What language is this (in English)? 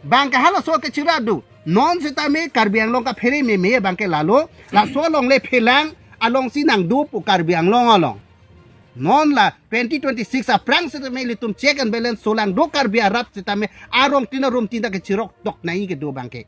Karbi